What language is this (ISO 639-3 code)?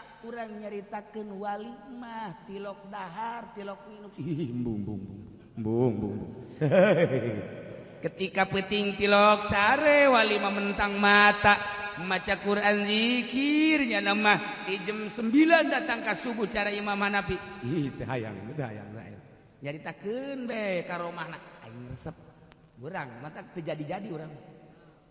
sun